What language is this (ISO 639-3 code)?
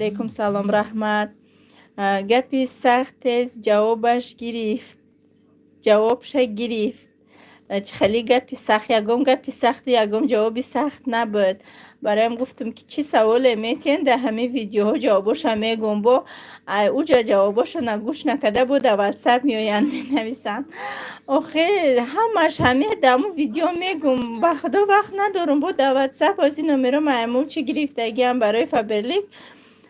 tgk